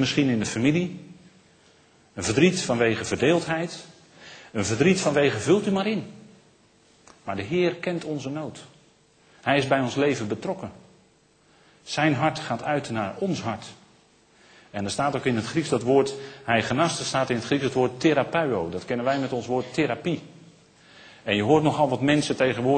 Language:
Dutch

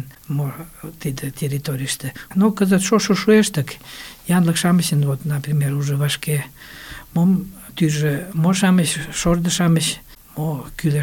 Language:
Mari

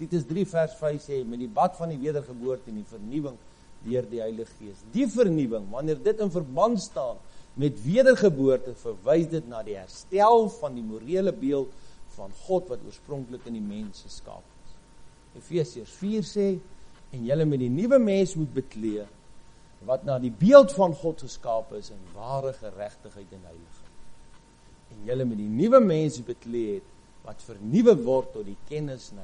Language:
Afrikaans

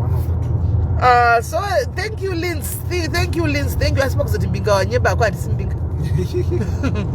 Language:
Shona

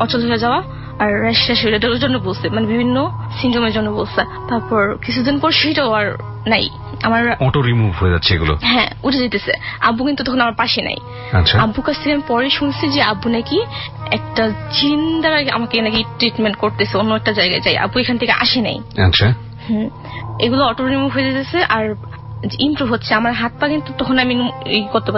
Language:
Bangla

